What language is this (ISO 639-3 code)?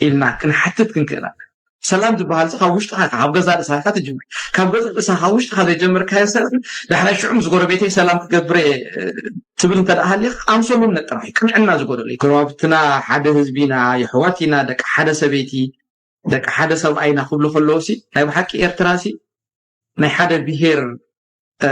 tir